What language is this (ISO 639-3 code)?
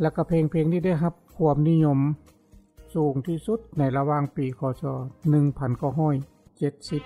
lao